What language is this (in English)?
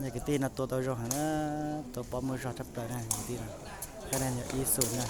Hmong